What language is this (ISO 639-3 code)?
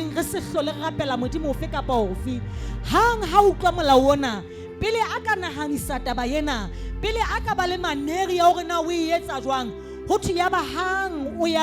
sot